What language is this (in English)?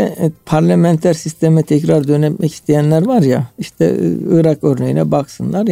Turkish